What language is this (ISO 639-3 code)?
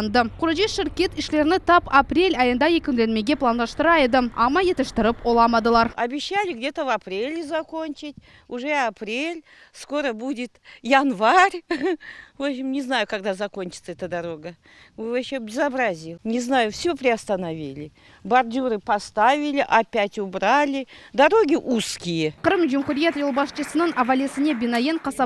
crh